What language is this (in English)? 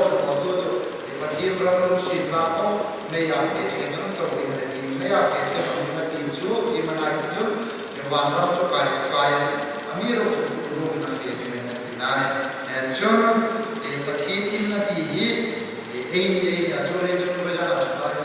Hmar